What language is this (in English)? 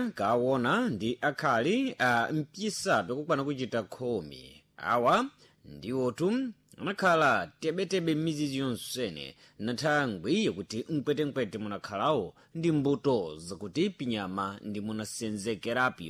Sena